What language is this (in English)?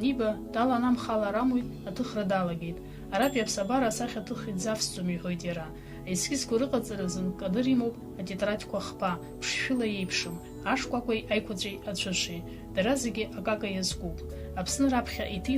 Abkhazian